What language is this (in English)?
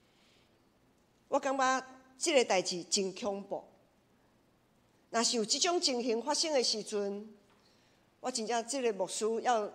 Min Nan Chinese